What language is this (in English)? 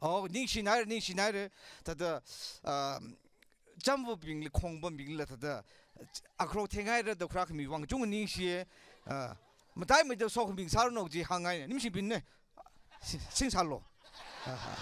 Tangkhul Naga (India)